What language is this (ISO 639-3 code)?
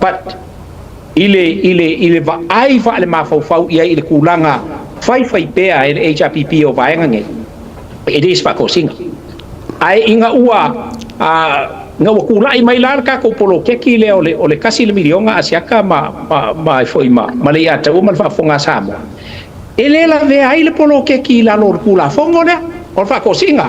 smo